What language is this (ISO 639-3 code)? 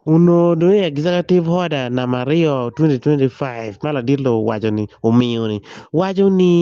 ach